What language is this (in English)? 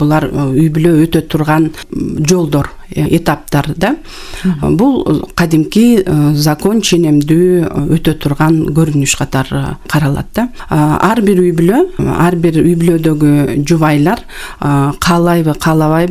Kyrgyz